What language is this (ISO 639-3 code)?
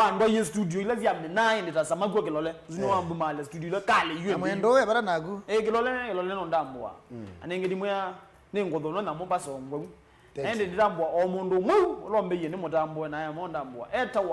kam